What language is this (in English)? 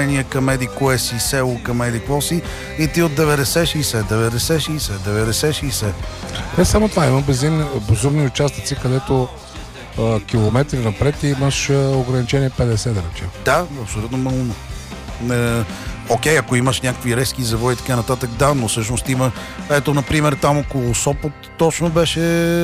Bulgarian